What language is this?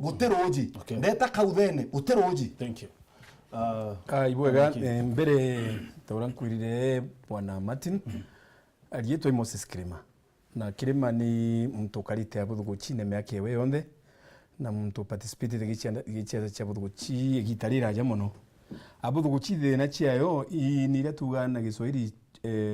Meru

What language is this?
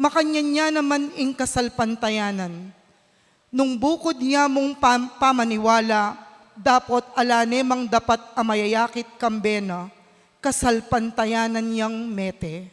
Pampanga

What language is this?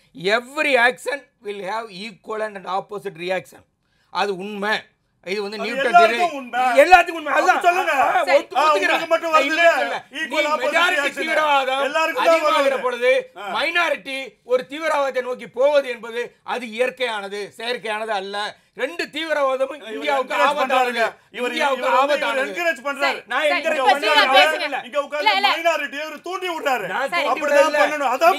Tamil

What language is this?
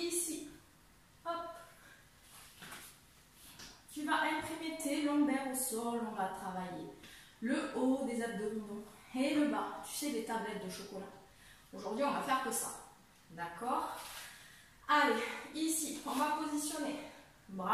French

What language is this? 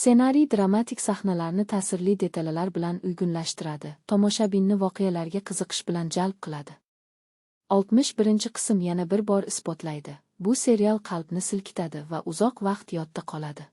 Uzbek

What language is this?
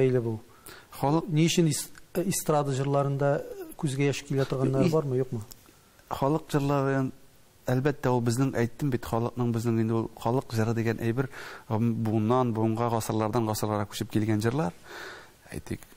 Tatar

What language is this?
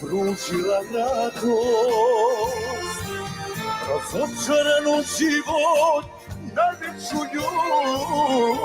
Balkan Romani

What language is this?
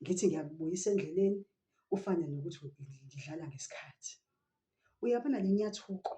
Zulu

